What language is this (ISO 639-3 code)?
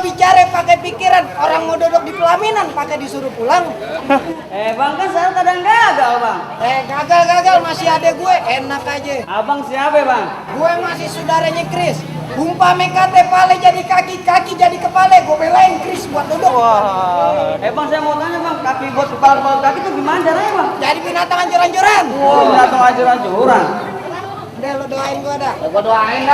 bew